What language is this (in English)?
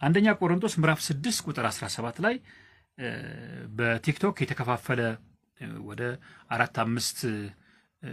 Amharic